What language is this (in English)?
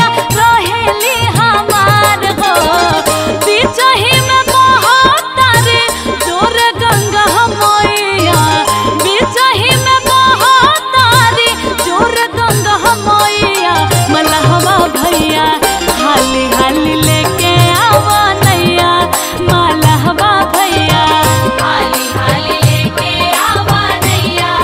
Bhojpuri